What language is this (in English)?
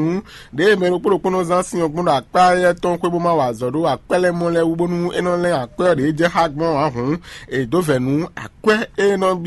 Fon